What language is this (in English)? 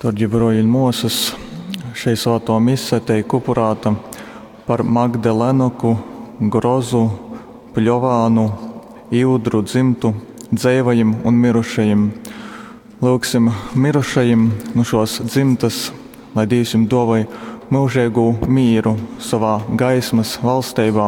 Latgalian